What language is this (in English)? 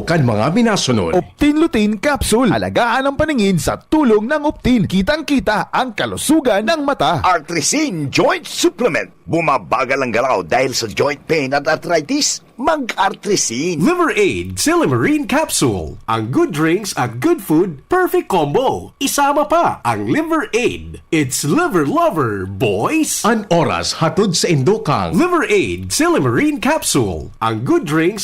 Bikol